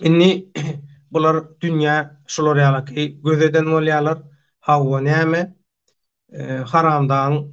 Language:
Turkmen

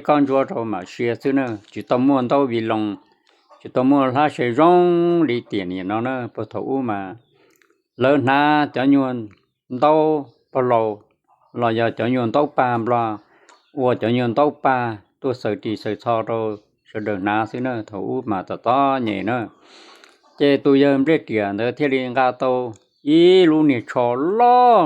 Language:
Hmong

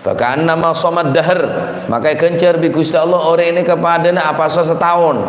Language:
Madurese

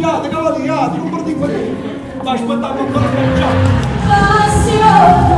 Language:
Neapolitan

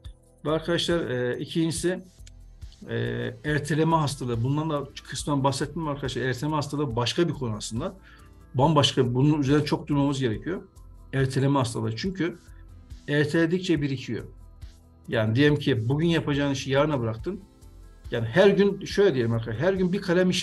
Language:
Turkish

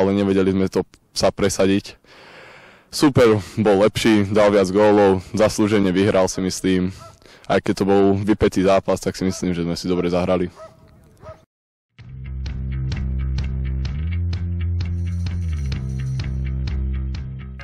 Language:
Slovak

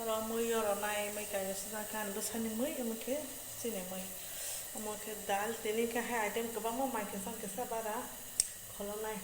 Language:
Kok Borok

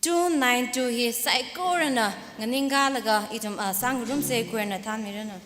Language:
Tangkhul Naga (India)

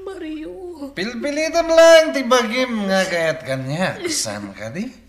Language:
Iloko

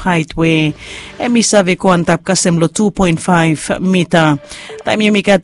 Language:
Bislama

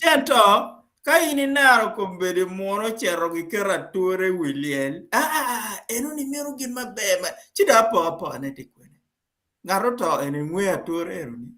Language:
Acoli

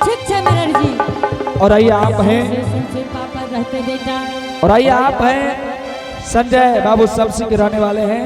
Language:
Angika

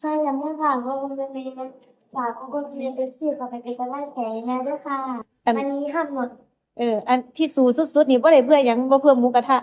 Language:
Northeastern Thai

